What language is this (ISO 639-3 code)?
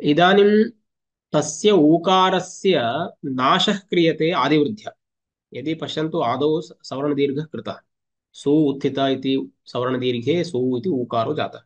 san